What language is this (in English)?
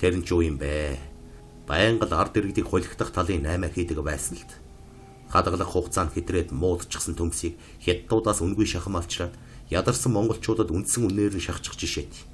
Mongolian